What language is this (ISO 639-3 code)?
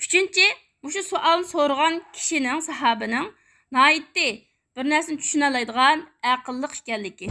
uig